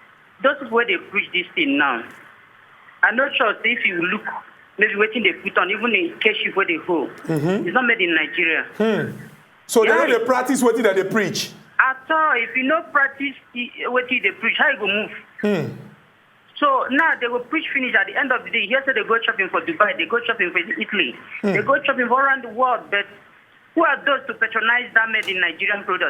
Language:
Nigerian Pidgin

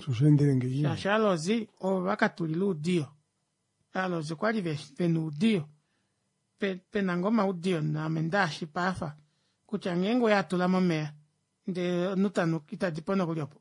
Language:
Kuanyama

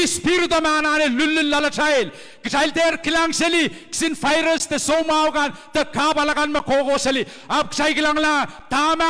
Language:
Pohnpeian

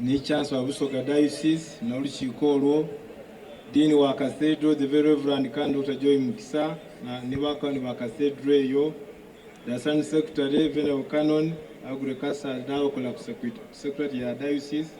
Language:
Soga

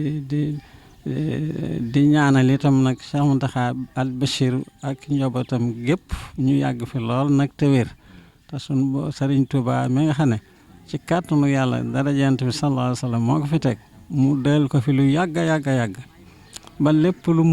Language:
Wolof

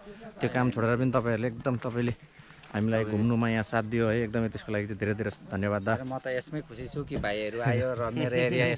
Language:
Nepali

